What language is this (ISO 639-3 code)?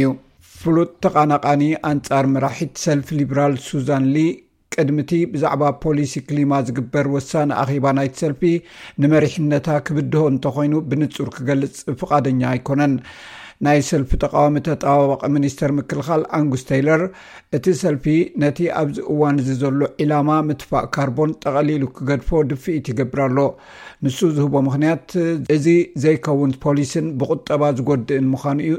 tir